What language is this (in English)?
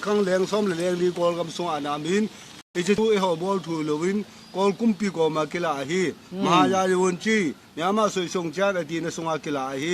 Thado Chin